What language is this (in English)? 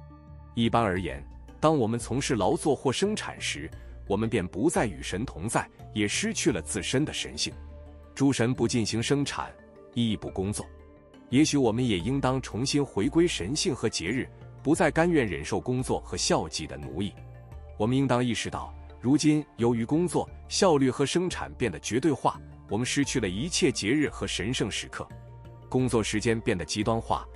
Chinese